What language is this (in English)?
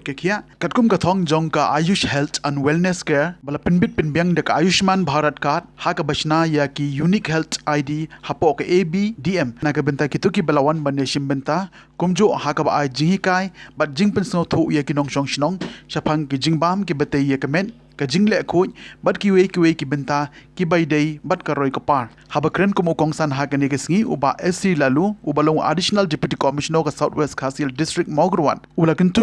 Khasi